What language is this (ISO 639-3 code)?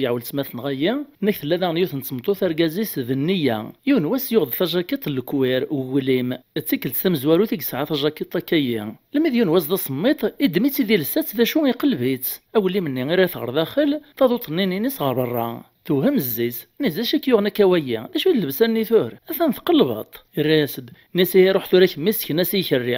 kab